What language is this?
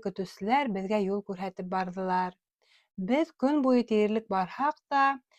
Bashkir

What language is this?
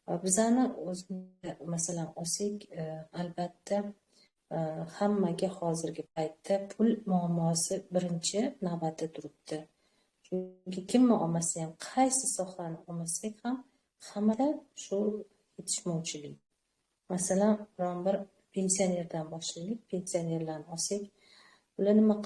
Uzbek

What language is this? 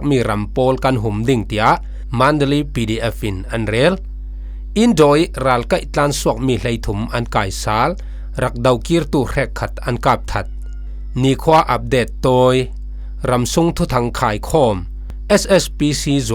Falam Chin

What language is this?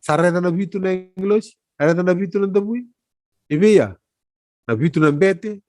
Fijian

